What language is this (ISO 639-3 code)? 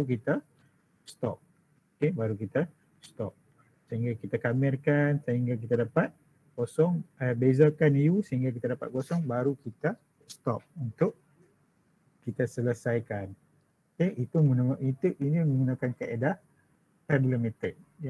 msa